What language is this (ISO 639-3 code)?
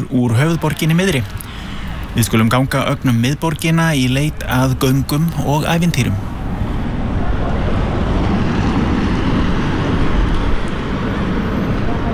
isl